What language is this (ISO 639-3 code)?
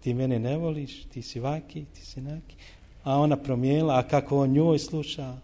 bos